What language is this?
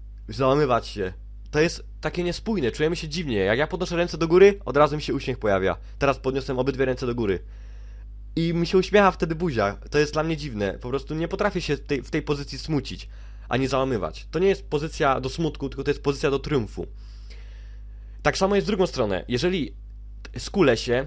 Polish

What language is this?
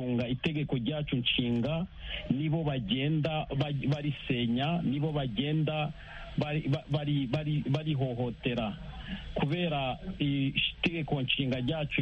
Kinyarwanda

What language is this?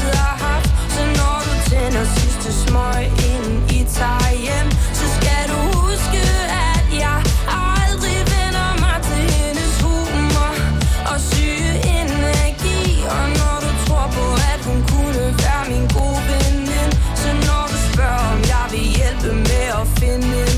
Danish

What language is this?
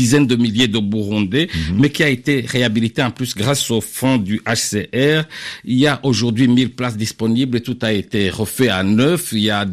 French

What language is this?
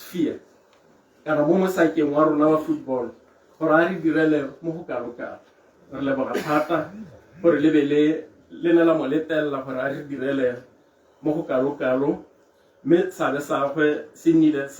Tswana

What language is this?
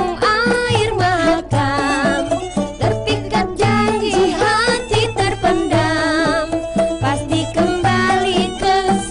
Banjar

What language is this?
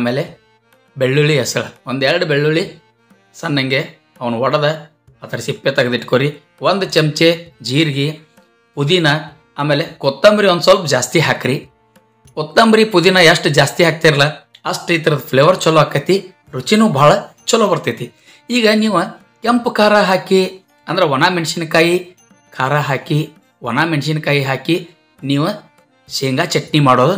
Kannada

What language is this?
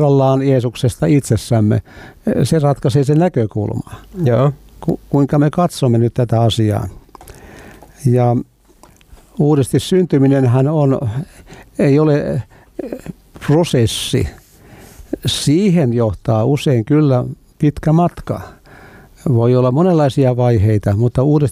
Finnish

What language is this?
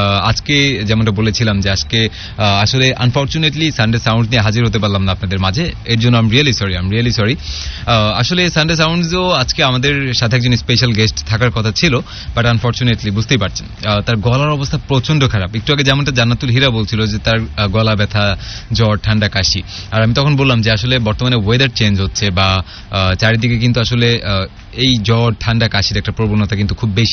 Bangla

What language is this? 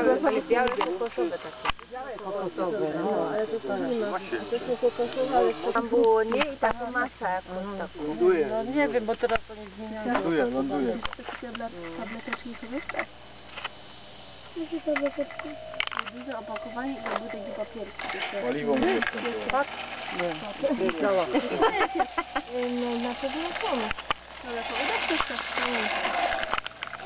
Polish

